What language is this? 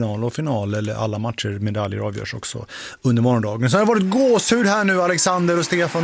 Swedish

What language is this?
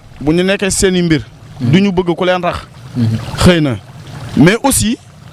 Wolof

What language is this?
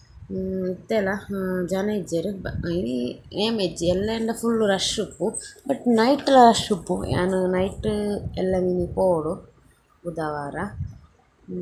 Tulu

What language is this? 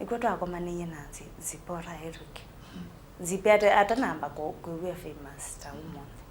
Kamba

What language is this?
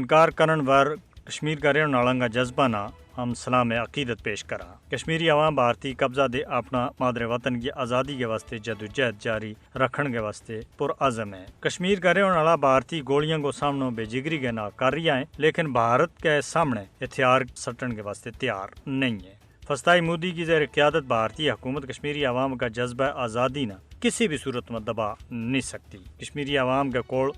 Gujari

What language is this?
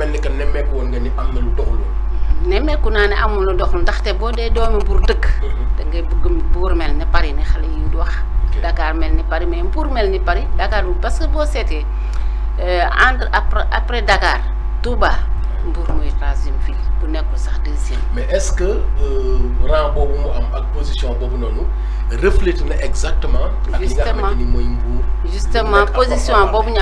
Wolof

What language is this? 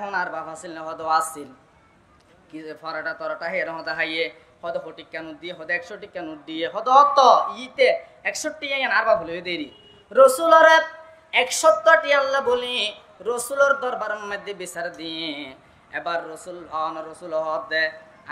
Rohingya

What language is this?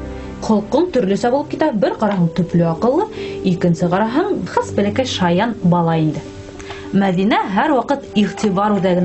Bashkir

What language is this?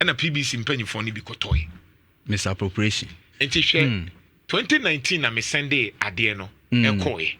Akan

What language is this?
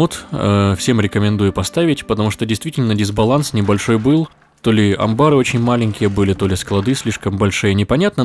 Russian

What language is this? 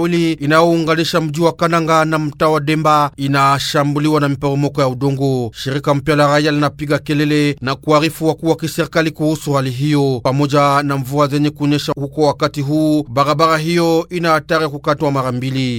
Swahili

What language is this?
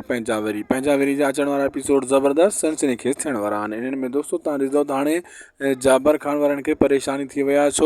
Sindhi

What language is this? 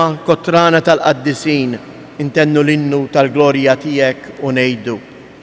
Maltese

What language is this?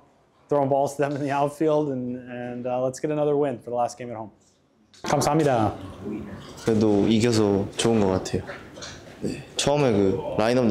Korean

